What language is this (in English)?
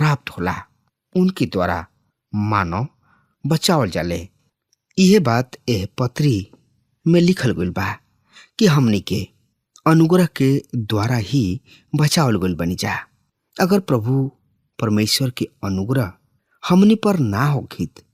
Bhojpuri